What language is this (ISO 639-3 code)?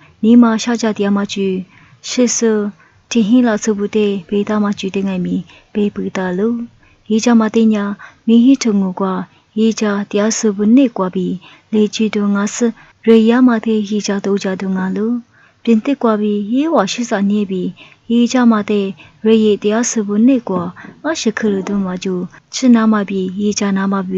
lis